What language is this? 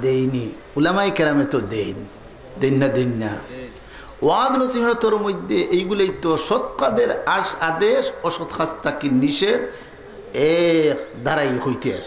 Sylheti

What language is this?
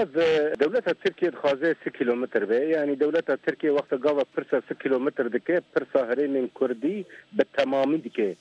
Kurdish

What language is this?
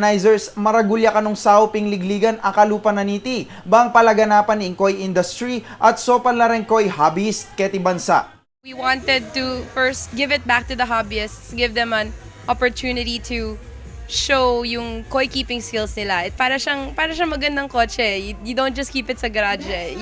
Pampanga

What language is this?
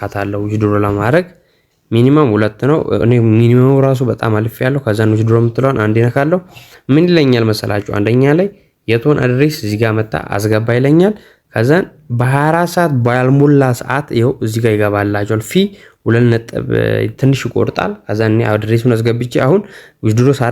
Amharic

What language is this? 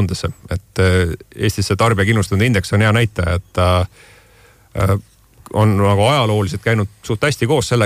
Estonian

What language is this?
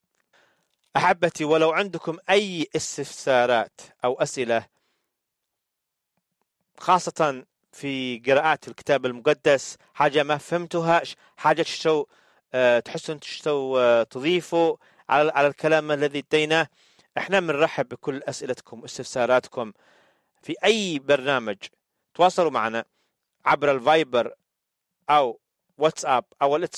Egyptian Arabic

